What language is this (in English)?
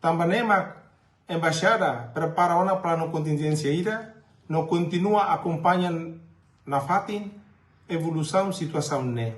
Tetum